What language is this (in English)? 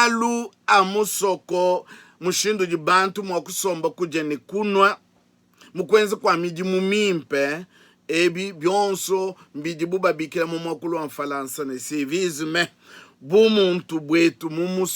Luba-Lulua